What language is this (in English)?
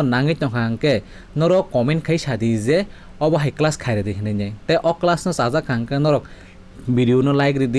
Kok Borok